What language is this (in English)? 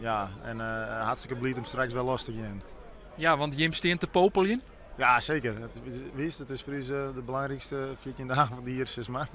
Western Frisian